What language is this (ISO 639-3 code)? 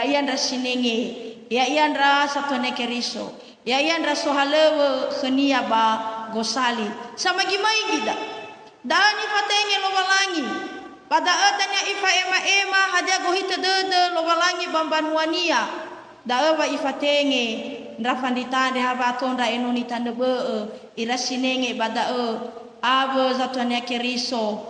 nia